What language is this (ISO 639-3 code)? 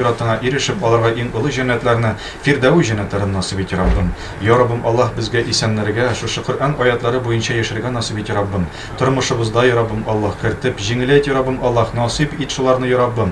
tat